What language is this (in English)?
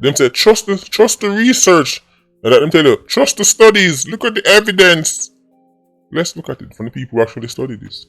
Jamaican Creole English